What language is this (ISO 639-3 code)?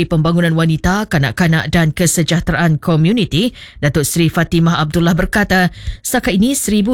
msa